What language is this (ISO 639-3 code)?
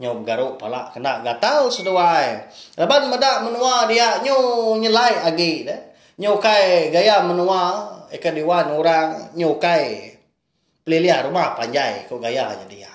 iba